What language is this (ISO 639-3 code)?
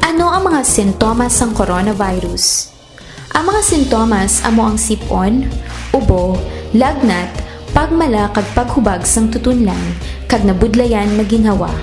hil